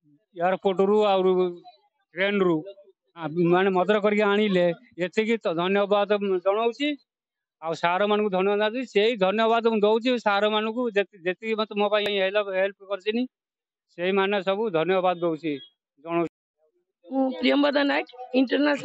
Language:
Odia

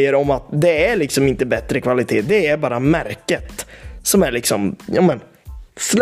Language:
Swedish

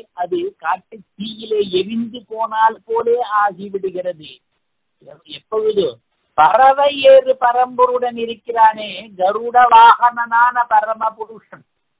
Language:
Tamil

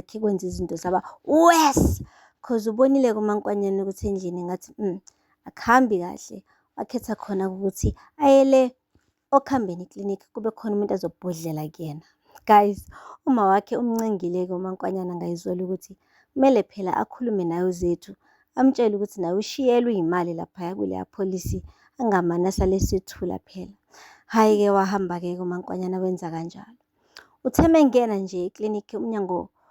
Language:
Zulu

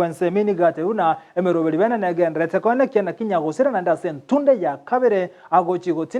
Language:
Gusii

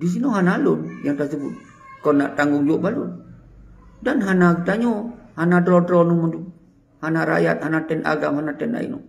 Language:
Achinese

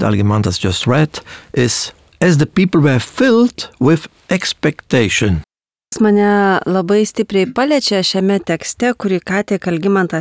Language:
Lithuanian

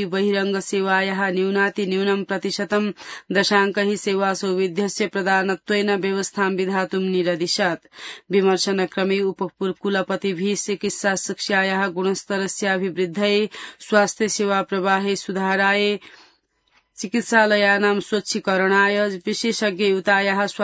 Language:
Sanskrit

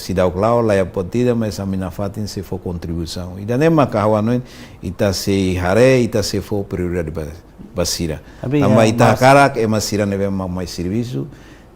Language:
Tetum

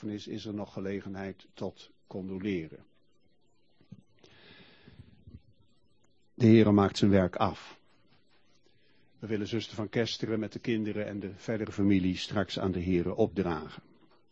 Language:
Dutch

